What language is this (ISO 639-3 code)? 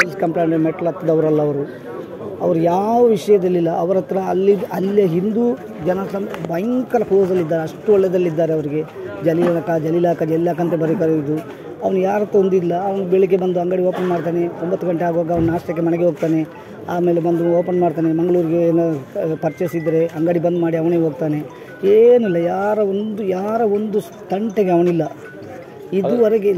kan